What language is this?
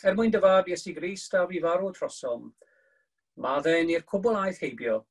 Welsh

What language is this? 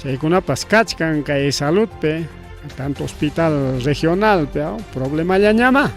Ayacucho Quechua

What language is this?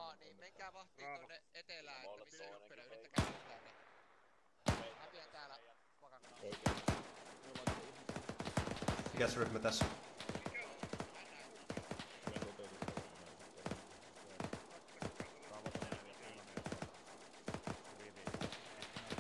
Finnish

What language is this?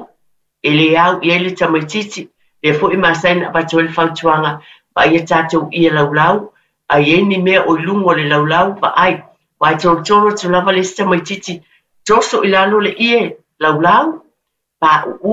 Samoan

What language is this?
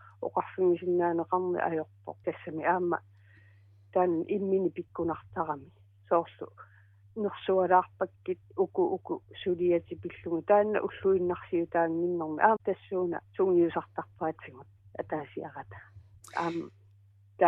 Kalaallisut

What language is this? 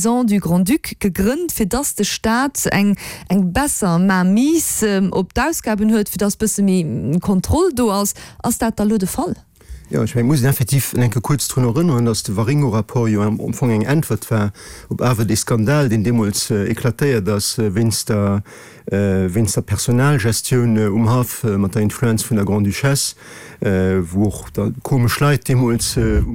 Luxembourgish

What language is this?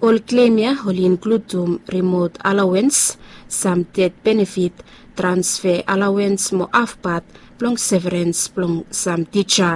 Bislama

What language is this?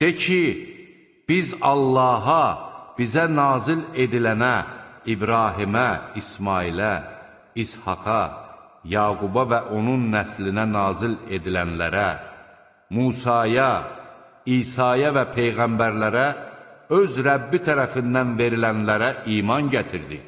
Azerbaijani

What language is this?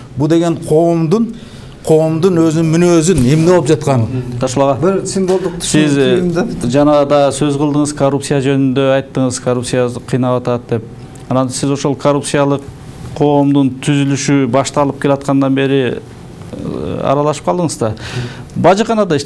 Kyrgyz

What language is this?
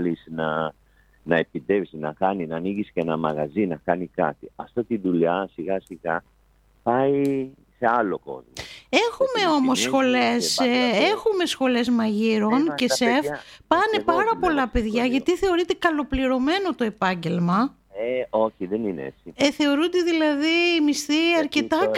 Greek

